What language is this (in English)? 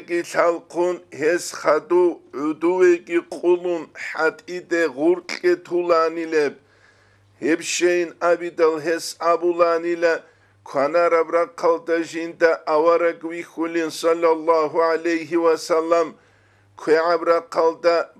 Avaric